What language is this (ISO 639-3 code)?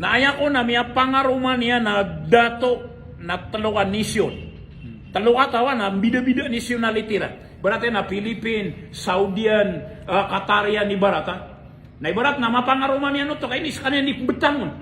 mrw